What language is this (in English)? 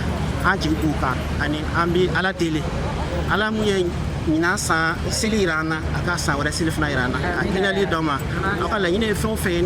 Bambara